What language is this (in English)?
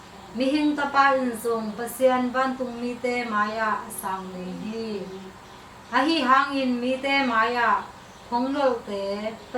Tedim Chin